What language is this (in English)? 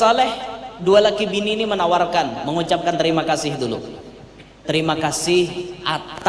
Banjar